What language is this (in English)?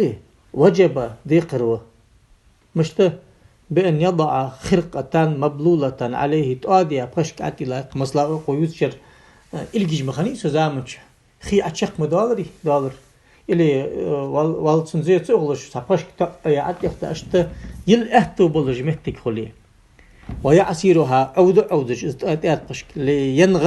Ingush